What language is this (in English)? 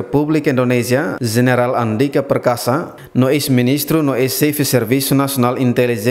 Tetum